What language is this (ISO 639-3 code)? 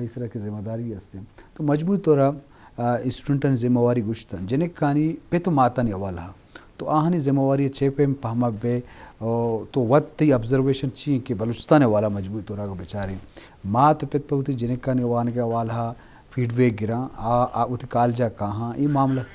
bgp